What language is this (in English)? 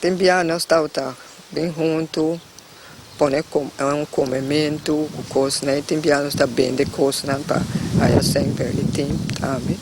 Papiamento